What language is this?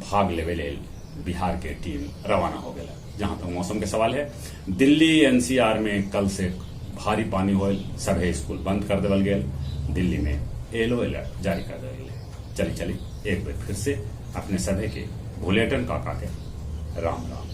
Magahi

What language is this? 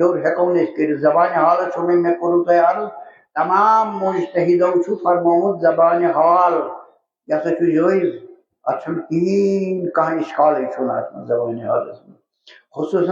Kashmiri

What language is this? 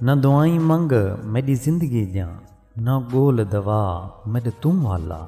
Saraiki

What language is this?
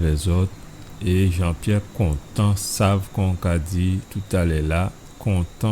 Guadeloupean Creole French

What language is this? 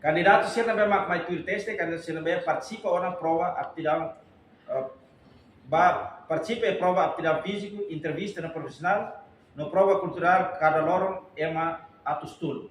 Tetum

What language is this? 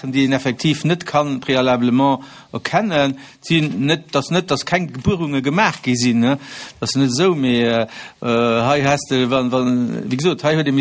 Luxembourgish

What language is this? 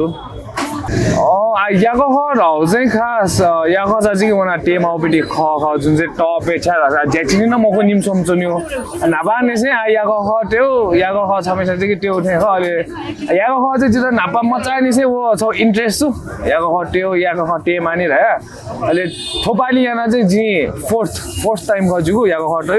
Newari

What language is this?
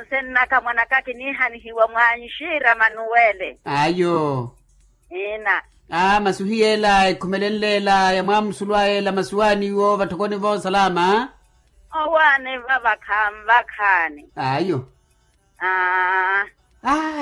Makhuwa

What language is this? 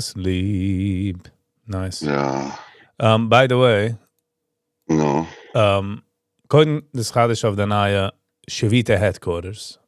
Yiddish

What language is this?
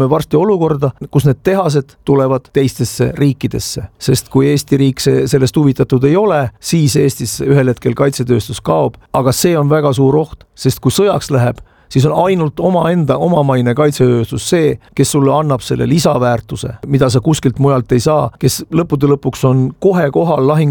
Estonian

